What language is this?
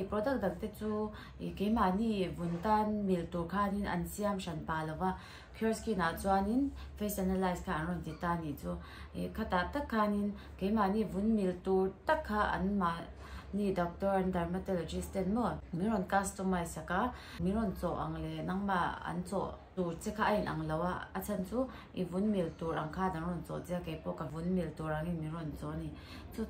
Mizo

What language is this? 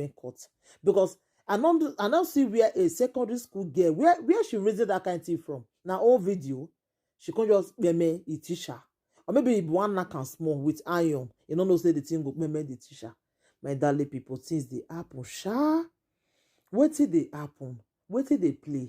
Nigerian Pidgin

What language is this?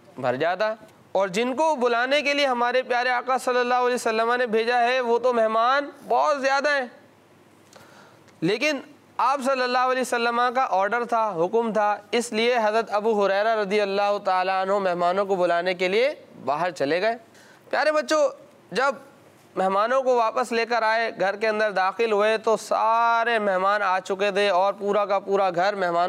Hindi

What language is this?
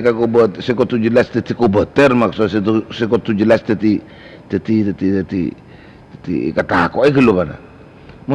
Madurese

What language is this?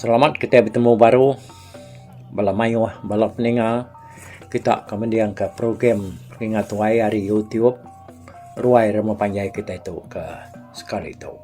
Iban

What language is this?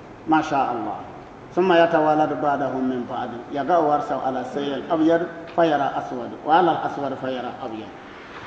Bissa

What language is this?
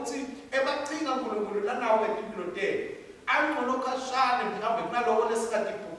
Swati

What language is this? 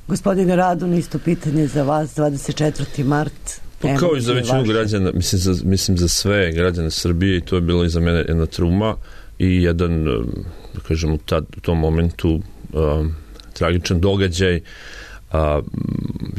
Serbian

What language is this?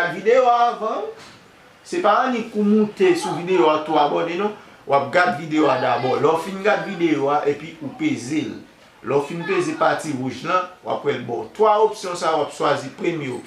Haitian Creole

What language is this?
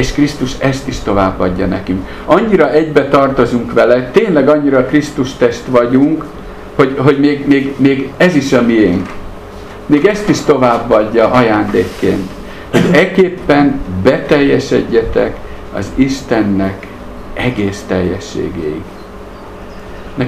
Hungarian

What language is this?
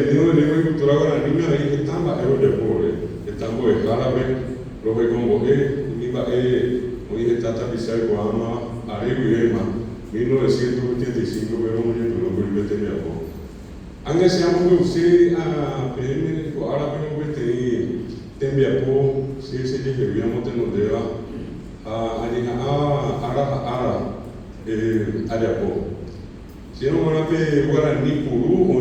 Guarani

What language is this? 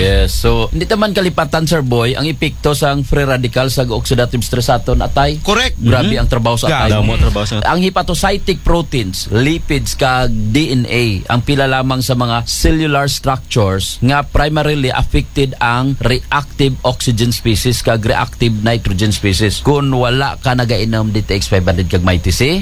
Hiligaynon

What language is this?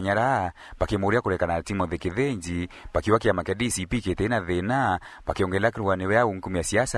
Meru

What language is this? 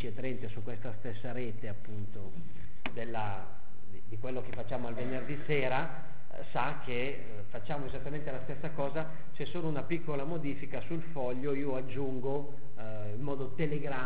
Italian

